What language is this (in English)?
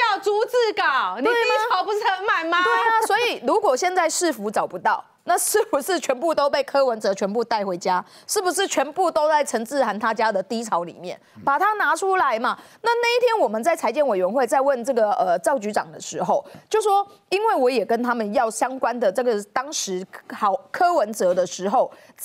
Chinese